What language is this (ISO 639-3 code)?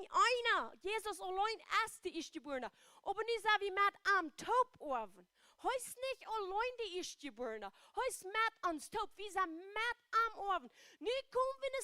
pdt